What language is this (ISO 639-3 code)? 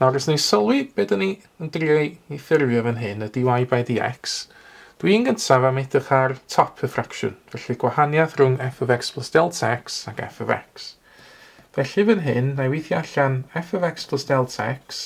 cym